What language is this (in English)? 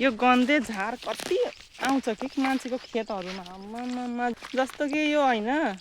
Nepali